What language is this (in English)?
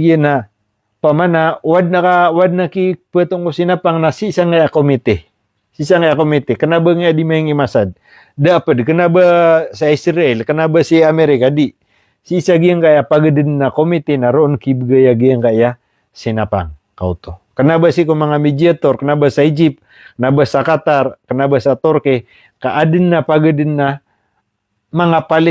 Maranao